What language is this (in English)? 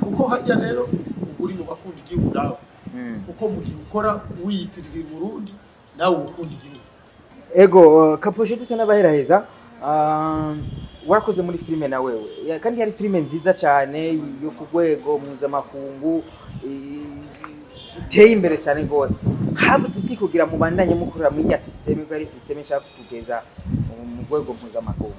Rundi